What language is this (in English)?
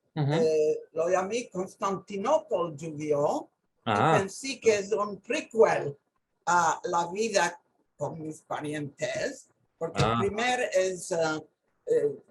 Ladino